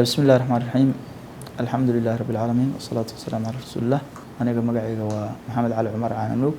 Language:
Somali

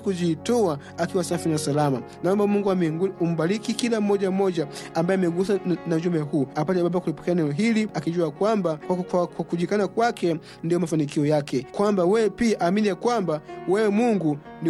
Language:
Swahili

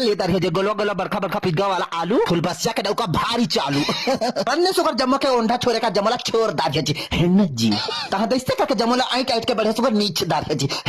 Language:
Chhattisgarhi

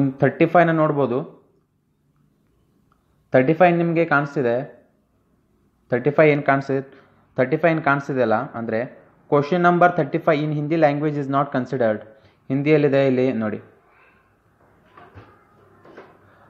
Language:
Kannada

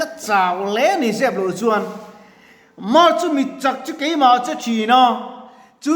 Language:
Mizo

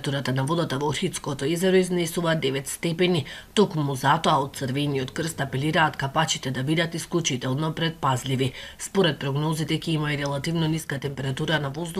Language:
Macedonian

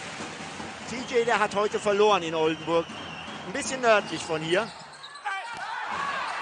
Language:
German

